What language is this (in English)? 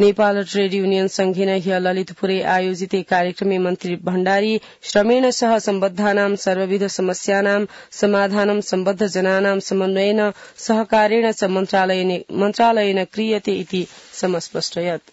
Sanskrit